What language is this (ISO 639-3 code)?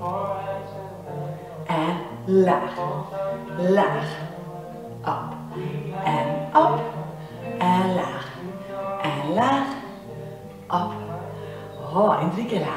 nld